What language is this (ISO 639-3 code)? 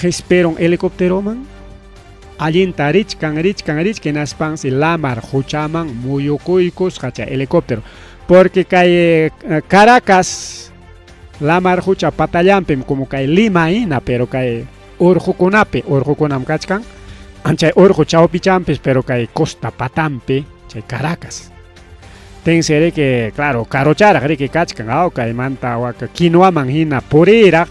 quy